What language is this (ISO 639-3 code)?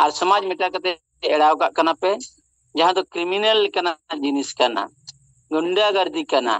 sat